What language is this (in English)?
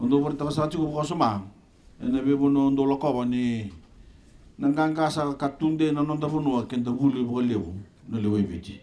Fijian